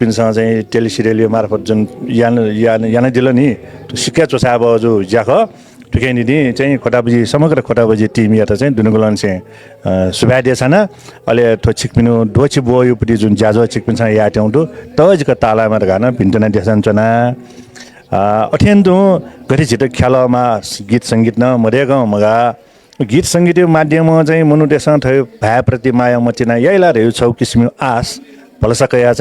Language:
Newari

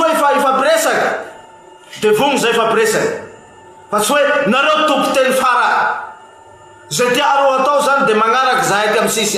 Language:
Malagasy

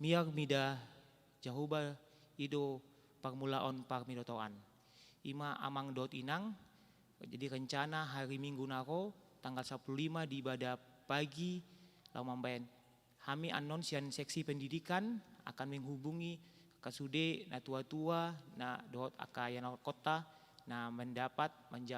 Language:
Batak Toba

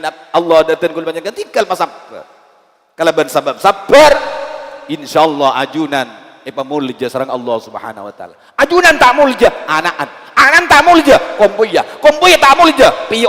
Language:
Madurese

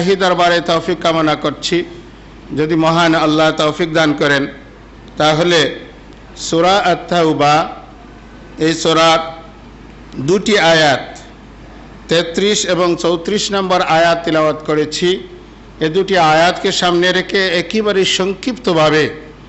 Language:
Bangla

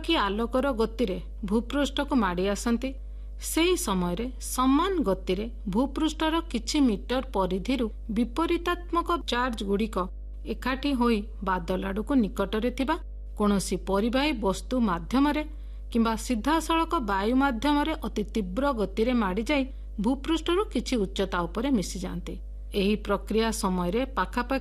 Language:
Odia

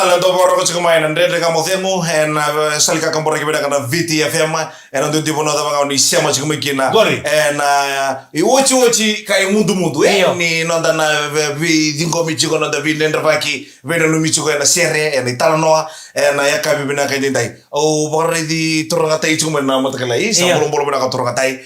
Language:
Fijian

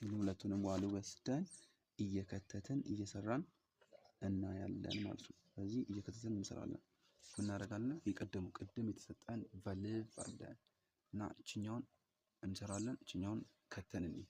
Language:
Amharic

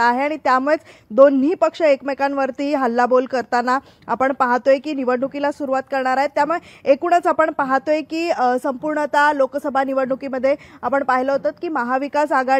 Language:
Marathi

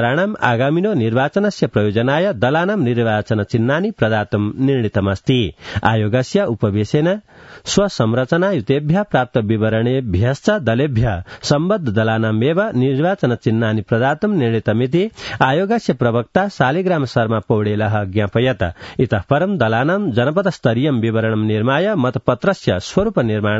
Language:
Sanskrit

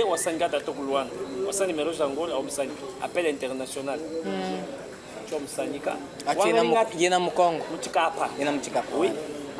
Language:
Chokwe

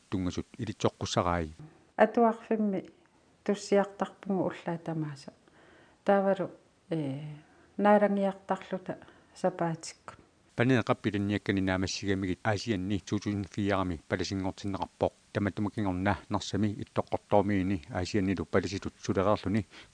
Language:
Kalaallisut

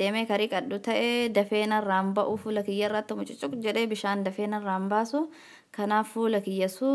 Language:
Oromo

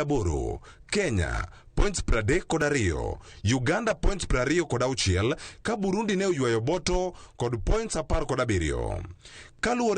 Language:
Luo (Kenya and Tanzania)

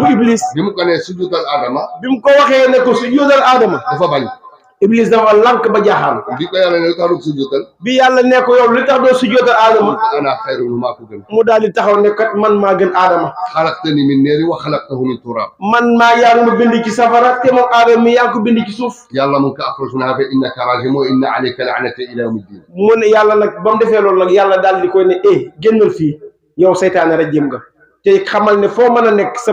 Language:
Wolof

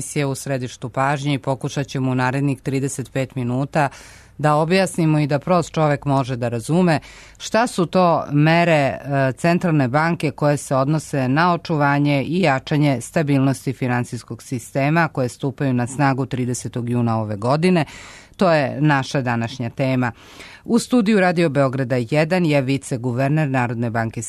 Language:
Serbian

